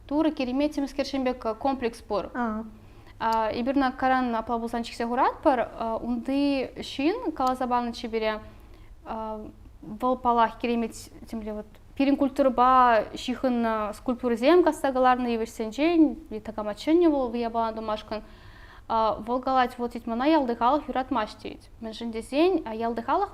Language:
Chuvash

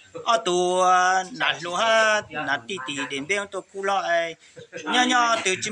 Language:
Hmong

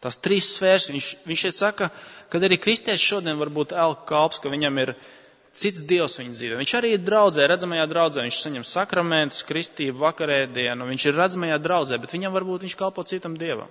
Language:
Latvian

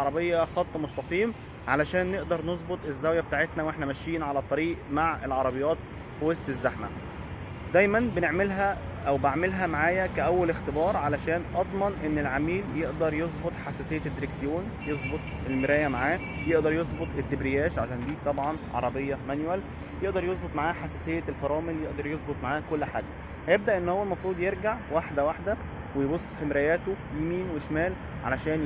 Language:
Egyptian Arabic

